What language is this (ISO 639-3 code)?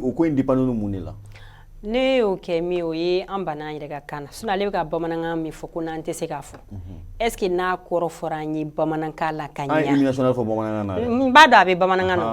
bam